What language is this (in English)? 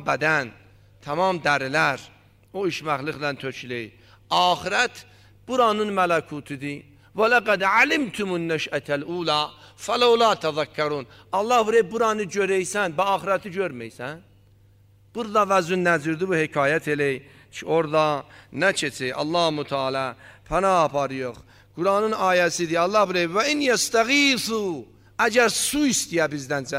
Azerbaijani